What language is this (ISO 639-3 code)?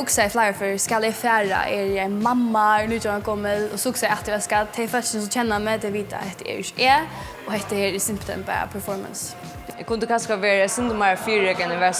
fao